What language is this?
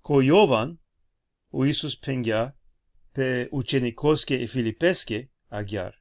Balkan Romani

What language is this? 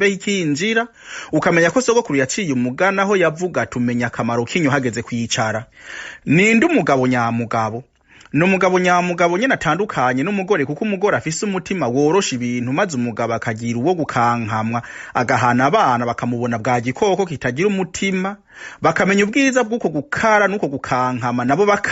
Rundi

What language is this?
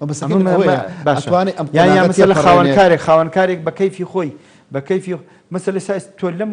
Central Kurdish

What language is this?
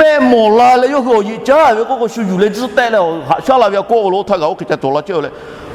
Lahu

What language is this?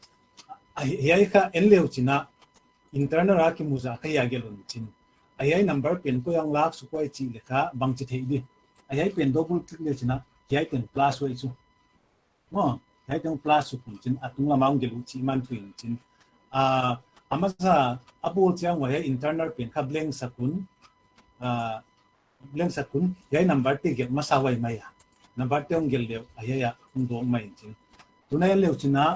Paite Chin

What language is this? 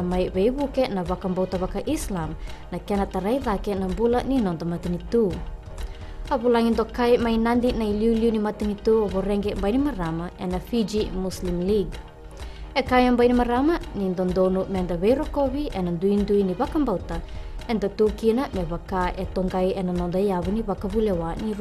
Fijian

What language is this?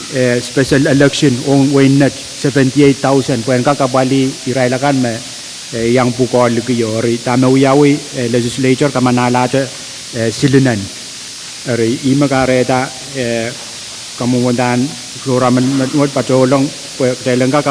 Pohnpeian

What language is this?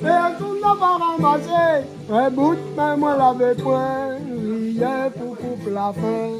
Réunion Creole French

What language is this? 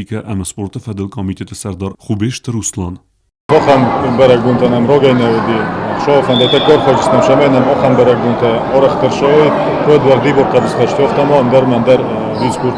Ossetic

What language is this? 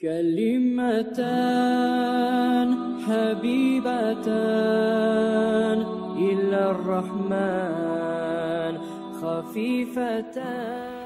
Kumyk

